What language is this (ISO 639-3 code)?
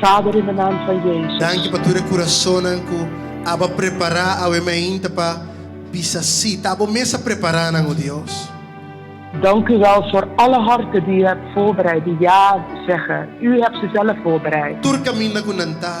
pap